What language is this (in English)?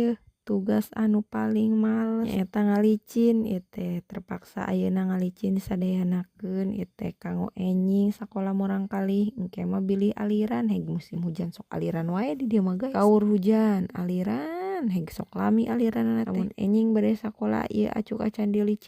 Sundanese